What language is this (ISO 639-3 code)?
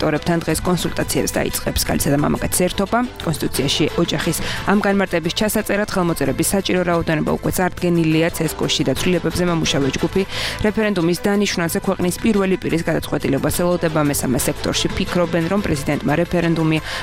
kat